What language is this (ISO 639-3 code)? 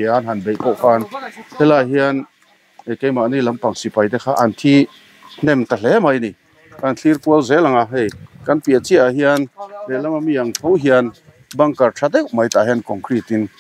lus